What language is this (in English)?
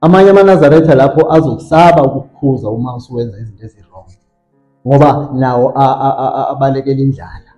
Zulu